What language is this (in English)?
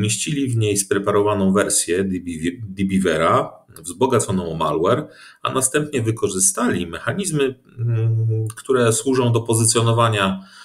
Polish